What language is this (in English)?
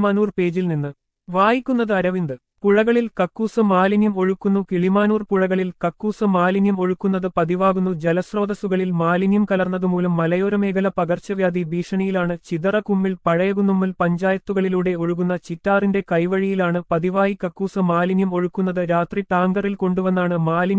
Malayalam